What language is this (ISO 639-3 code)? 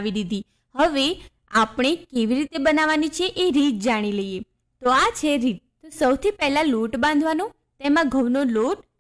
guj